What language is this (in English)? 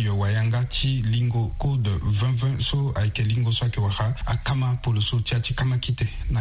Sango